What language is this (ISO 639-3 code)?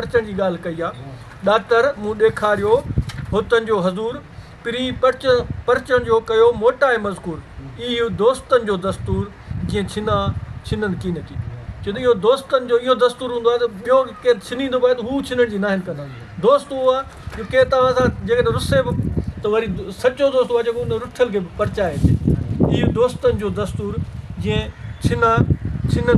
snd